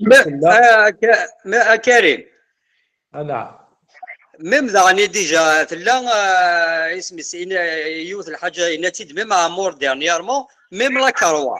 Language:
Kabyle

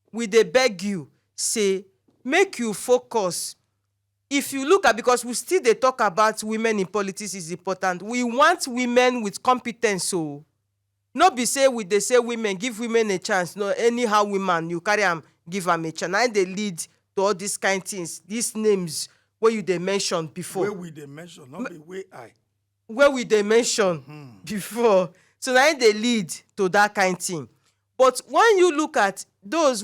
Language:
Nigerian Pidgin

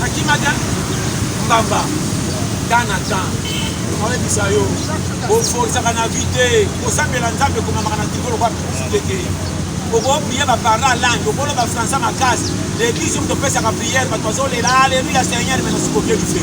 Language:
Lingala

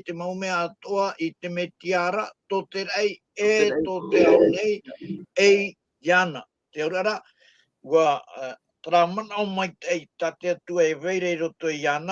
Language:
Tahitian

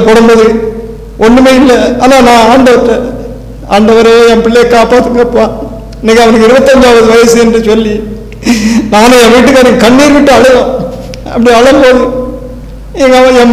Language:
Tamil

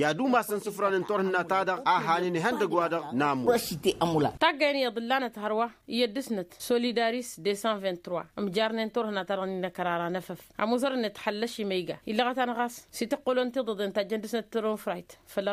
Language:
Tamasheq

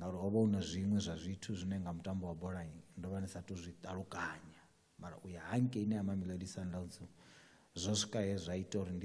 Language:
Venda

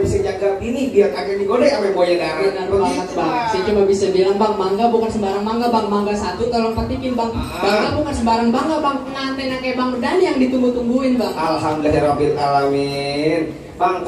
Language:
Betawi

